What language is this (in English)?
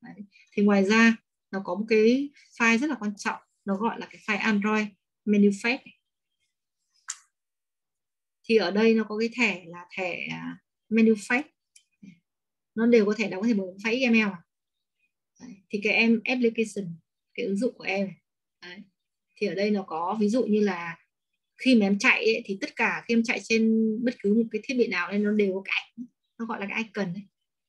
Vietnamese